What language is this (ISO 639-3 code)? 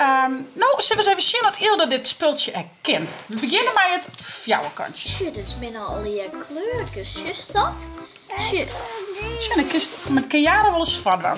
fry